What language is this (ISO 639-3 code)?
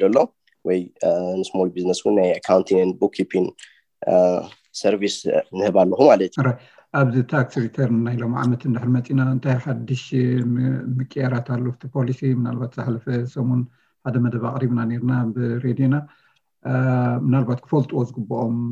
tir